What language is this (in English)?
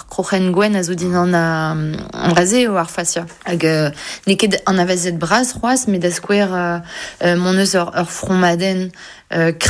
Breton